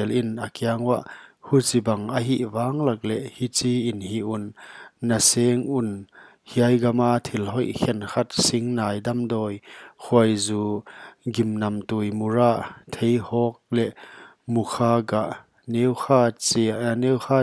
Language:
Paite Chin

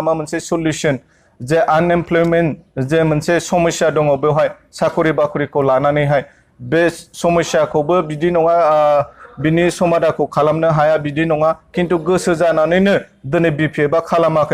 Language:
Bodo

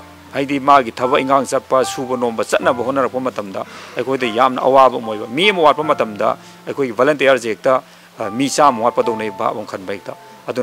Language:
Manipuri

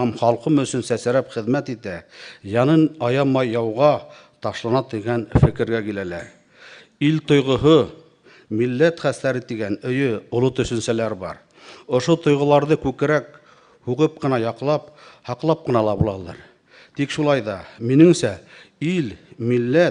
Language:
Bashkir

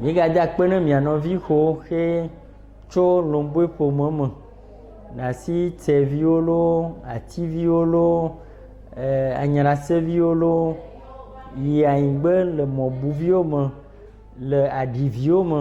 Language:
Ewe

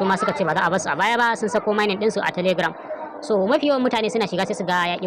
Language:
Hausa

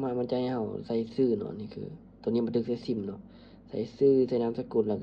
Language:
Lao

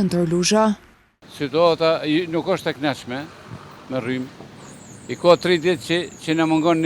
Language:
Albanian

